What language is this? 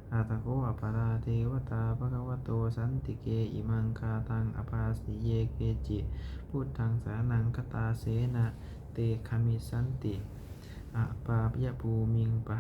Pali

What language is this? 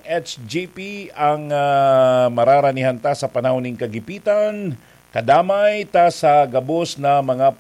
Bikol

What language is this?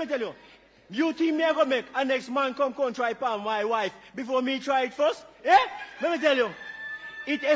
Jamaican Creole English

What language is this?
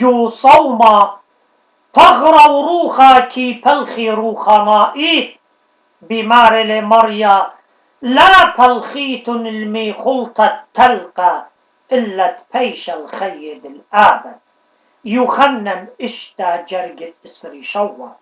Assyrian Neo-Aramaic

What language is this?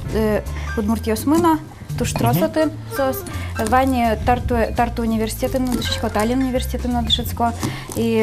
Udmurt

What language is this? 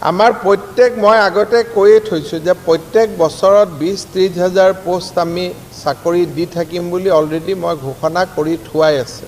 Assamese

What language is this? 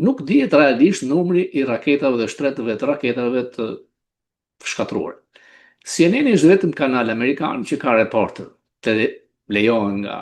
Albanian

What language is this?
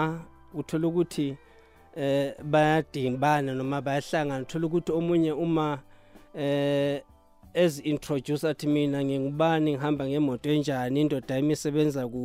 South Ndebele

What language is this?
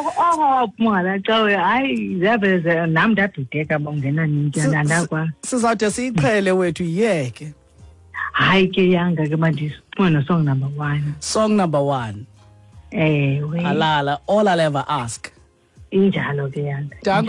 Xhosa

